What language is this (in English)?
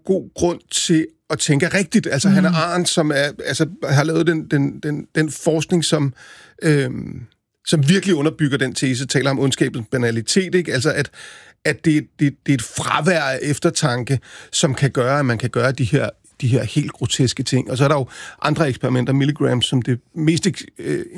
Danish